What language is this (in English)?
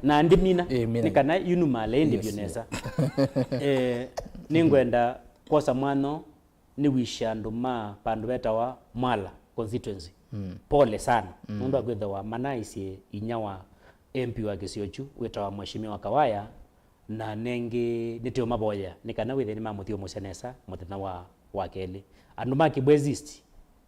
Kamba